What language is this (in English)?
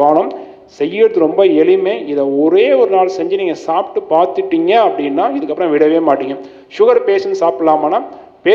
Tamil